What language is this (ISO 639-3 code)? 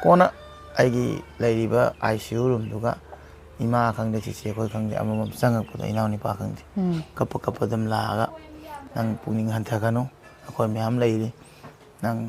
mni